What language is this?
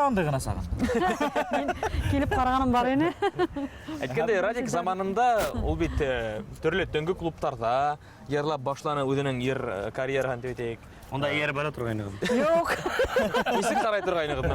Bashkir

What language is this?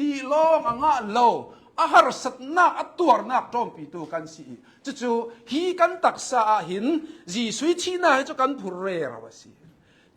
Hakha Chin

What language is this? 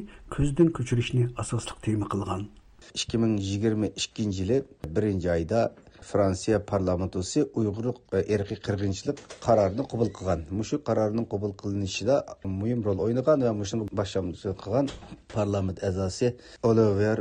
Uyghur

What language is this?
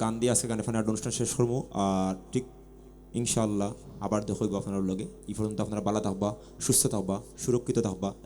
Sylheti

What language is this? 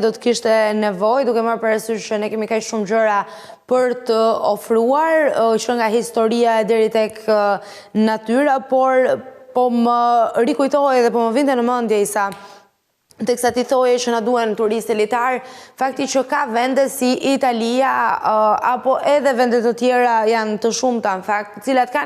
Albanian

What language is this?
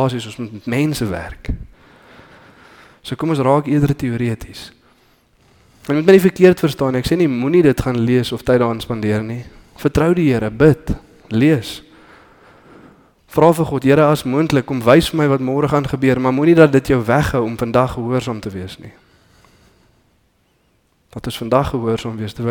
Afrikaans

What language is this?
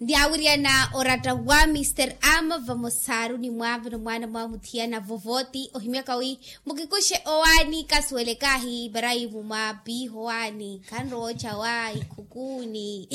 Makhuwa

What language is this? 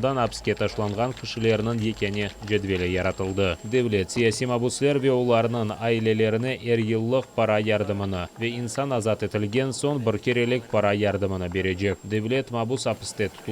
Crimean Tatar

